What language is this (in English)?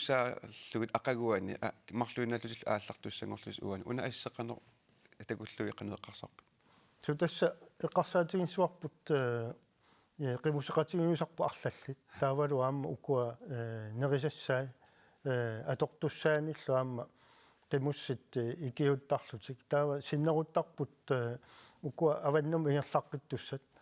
Kalaallisut